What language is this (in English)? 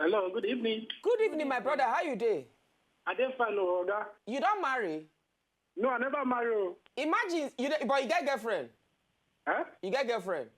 Nigerian Pidgin